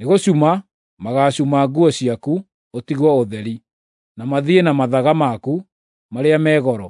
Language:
Kikuyu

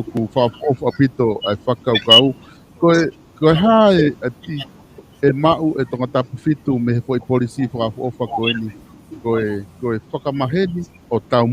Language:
Tongan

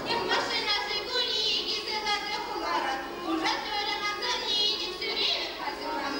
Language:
Chuvash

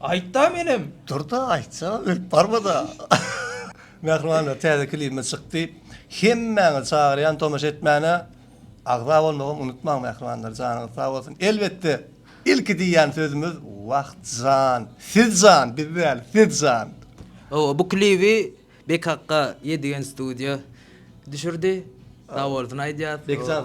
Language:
Turkmen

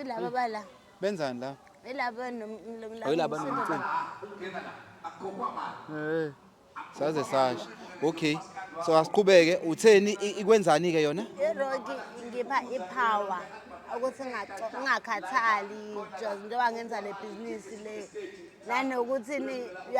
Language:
Zulu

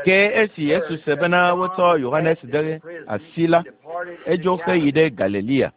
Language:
Ewe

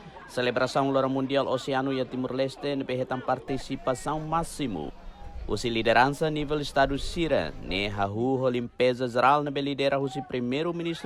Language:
Tetum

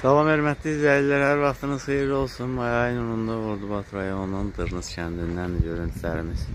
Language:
Azerbaijani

